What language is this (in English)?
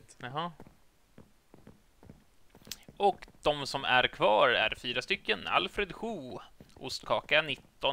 Swedish